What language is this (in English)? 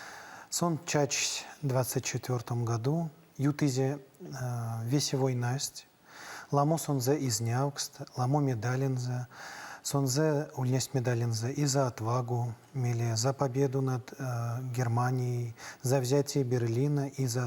Erzya